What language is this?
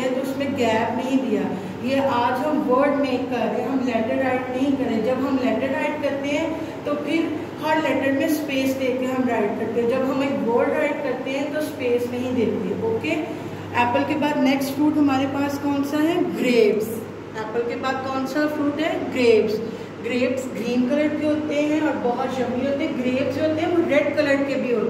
Hindi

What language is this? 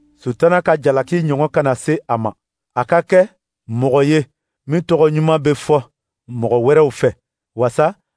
Dyula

